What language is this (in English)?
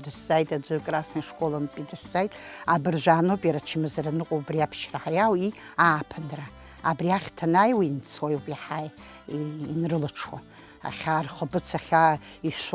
Abkhazian